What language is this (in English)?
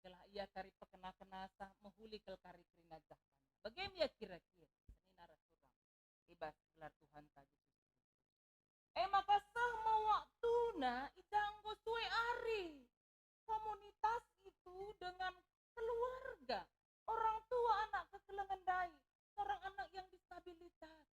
Batak Karo